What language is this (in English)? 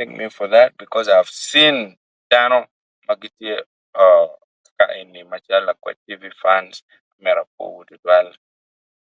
Acoli